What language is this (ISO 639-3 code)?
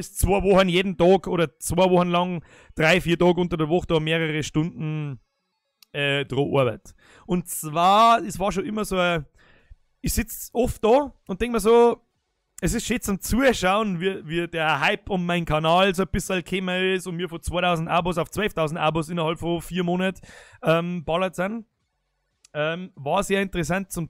bar